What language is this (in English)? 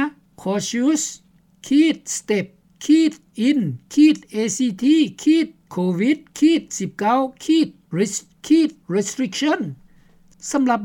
Lao